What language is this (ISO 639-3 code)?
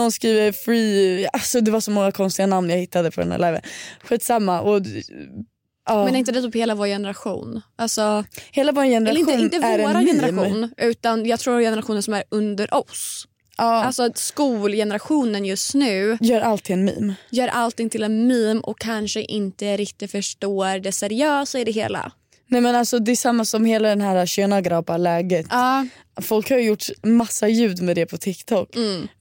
swe